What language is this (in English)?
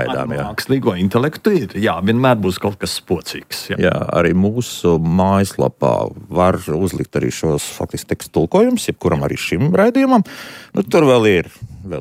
Latvian